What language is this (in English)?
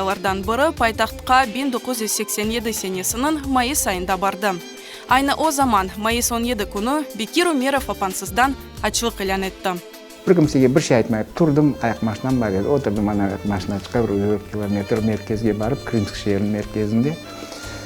Crimean Tatar